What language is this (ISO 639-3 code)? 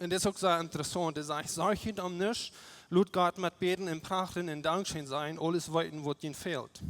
pdt